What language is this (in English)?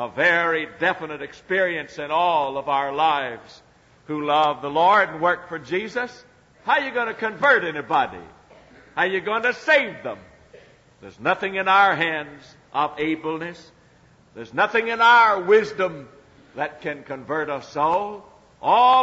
English